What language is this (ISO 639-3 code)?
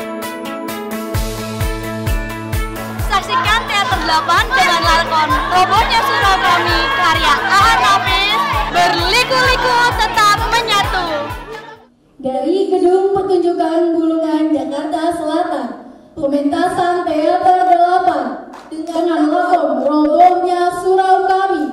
ind